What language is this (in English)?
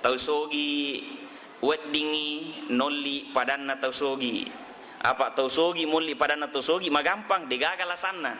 Buginese